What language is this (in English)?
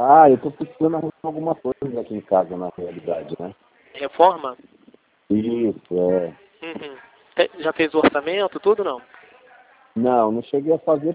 Portuguese